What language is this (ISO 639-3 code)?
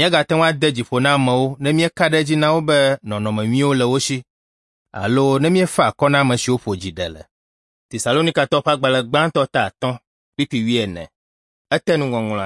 ewe